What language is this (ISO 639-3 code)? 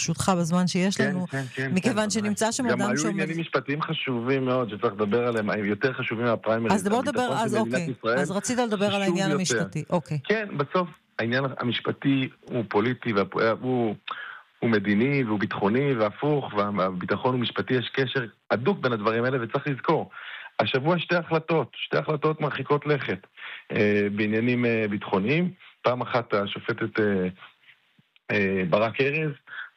heb